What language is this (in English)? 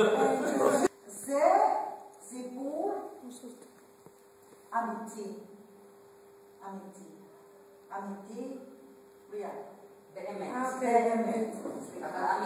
Hebrew